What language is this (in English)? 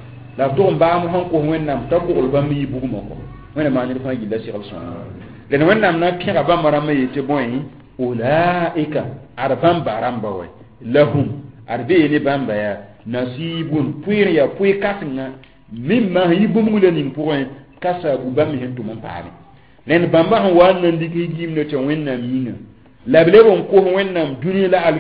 Mossi